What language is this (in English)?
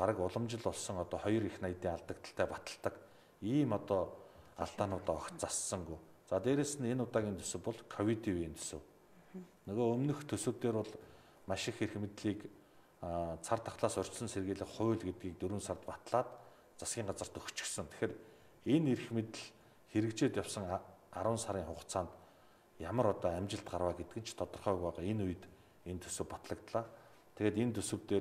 Mongolian